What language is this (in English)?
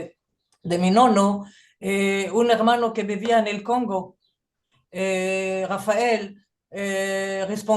Ladino